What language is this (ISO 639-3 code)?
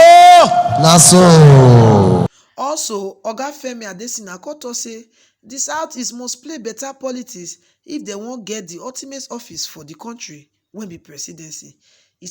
pcm